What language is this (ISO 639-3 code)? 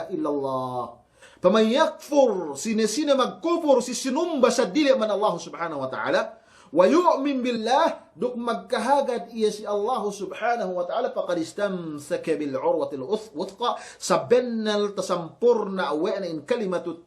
yka